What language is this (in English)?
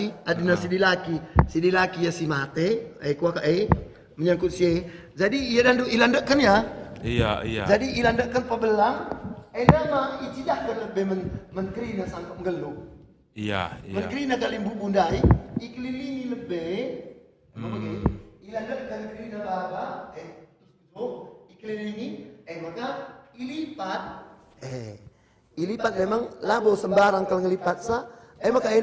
Batak Karo